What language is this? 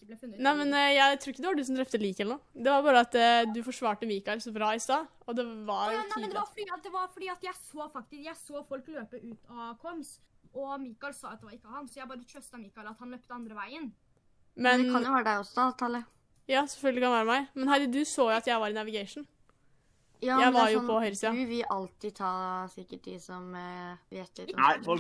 Norwegian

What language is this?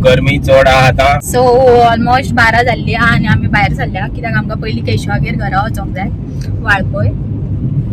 Konkani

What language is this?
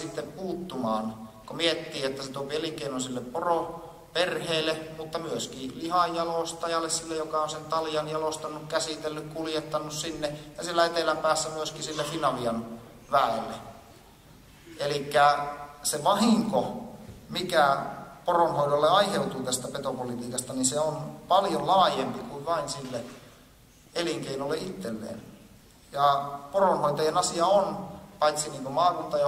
Finnish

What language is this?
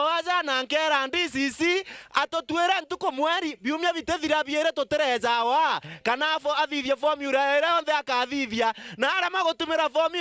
Meru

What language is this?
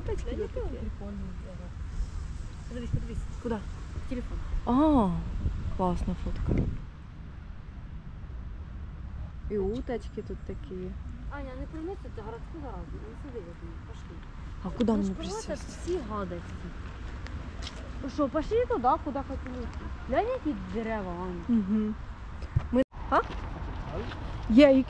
Ukrainian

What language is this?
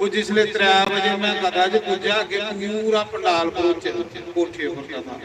Dogri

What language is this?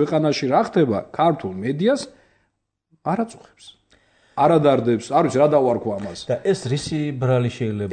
Georgian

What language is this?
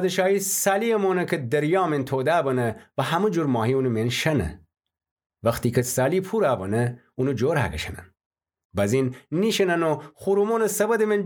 Gilaki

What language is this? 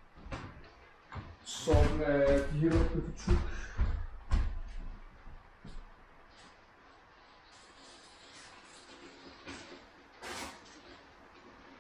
Danish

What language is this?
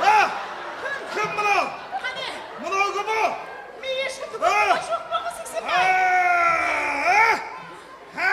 Kara-Kalpak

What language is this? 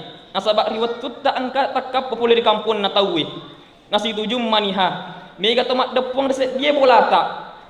Buginese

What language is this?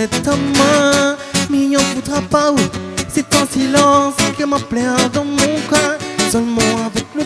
Réunion Creole French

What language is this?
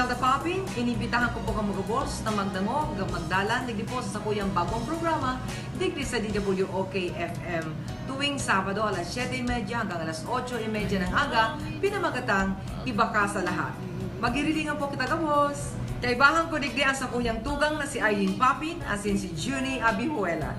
Bikol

